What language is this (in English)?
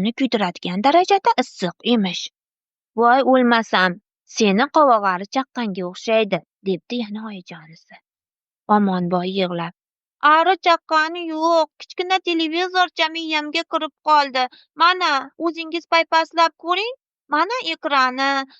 Uzbek